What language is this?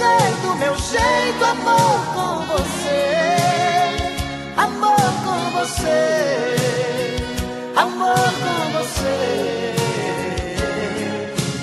Portuguese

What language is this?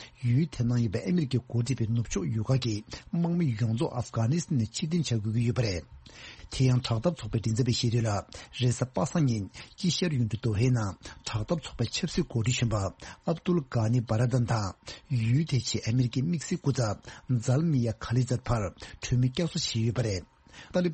Tibetan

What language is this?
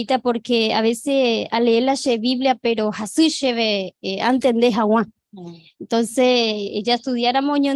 Guarani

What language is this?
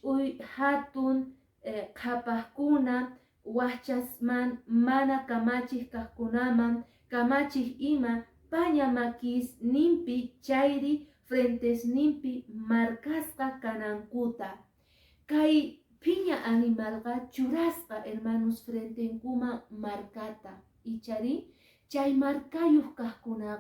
Quechua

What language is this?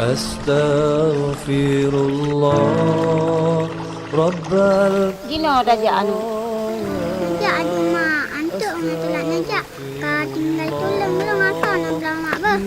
Achinese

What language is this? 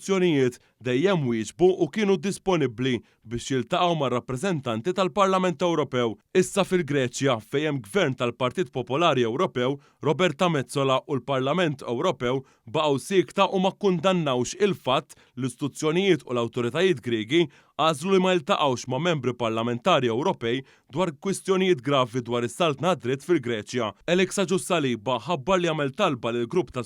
Maltese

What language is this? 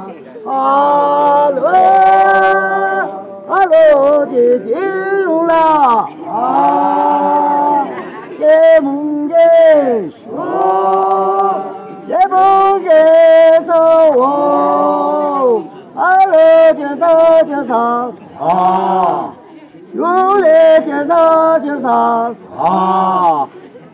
Chang Naga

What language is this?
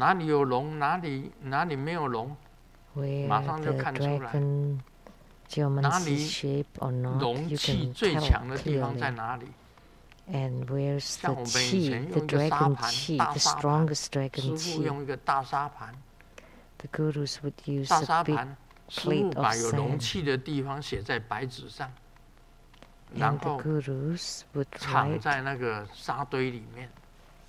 Chinese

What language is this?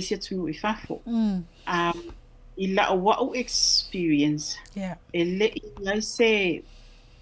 Samoan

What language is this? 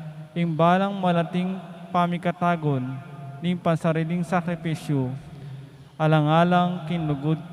Pampanga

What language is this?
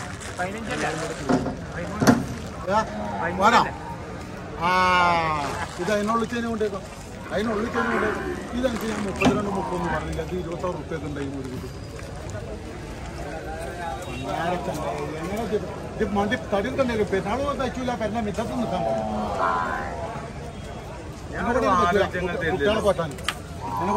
Malayalam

